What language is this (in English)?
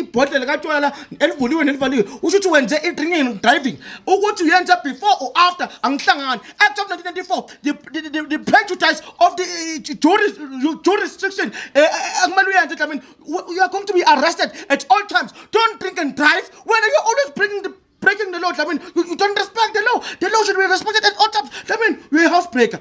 Zulu